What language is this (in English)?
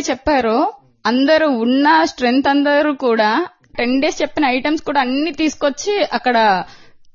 Telugu